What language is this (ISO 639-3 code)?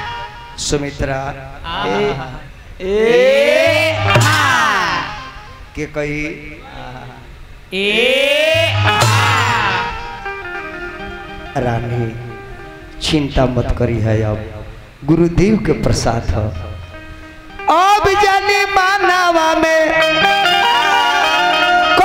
bho